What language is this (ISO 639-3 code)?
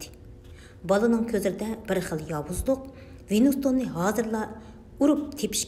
uig